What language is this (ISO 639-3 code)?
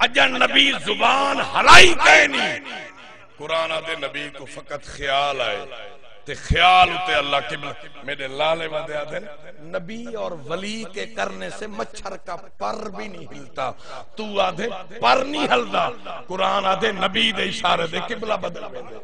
skr